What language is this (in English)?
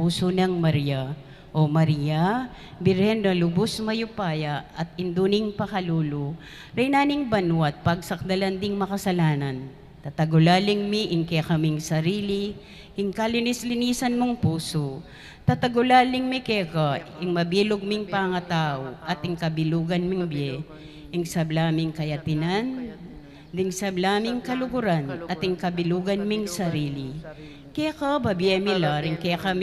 Pampanga